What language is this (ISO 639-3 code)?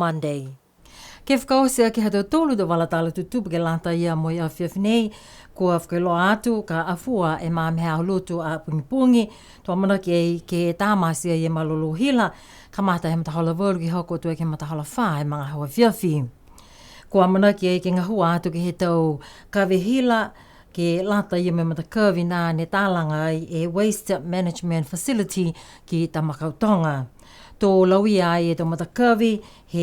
niu